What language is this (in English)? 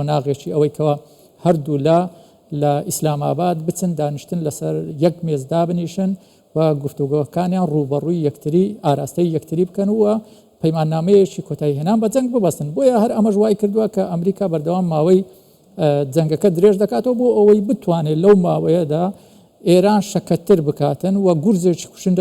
Central Kurdish